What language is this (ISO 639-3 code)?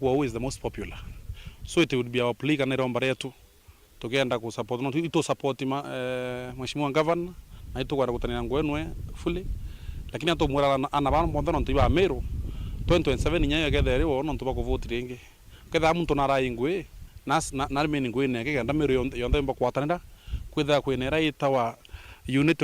mer